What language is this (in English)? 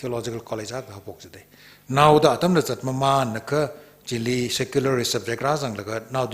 Tangkhul Naga (India)